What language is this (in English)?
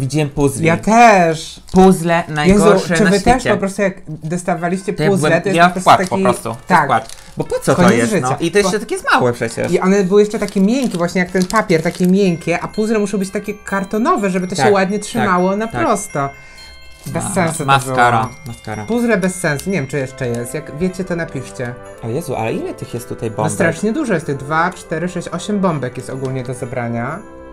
Polish